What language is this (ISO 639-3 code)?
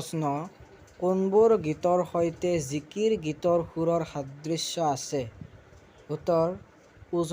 asm